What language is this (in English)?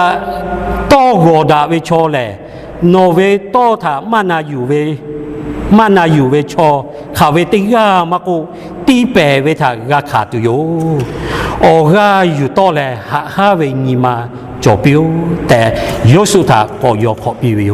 Lahu